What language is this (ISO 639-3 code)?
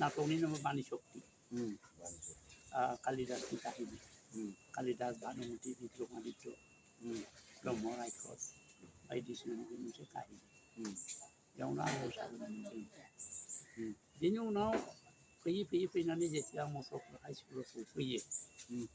brx